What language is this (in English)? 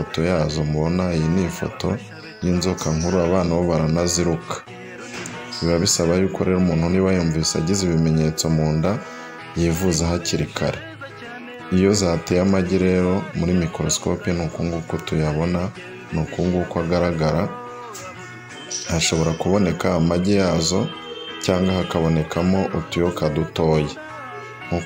Kinyarwanda